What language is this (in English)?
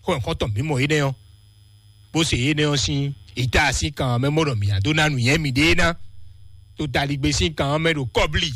Fon